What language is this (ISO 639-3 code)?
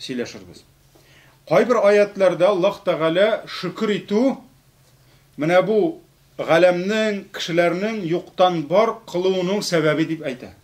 tat